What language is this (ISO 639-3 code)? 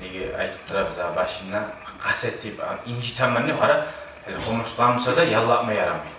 kum